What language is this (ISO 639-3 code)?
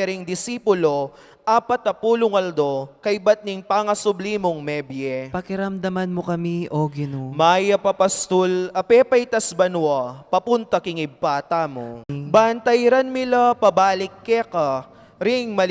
pam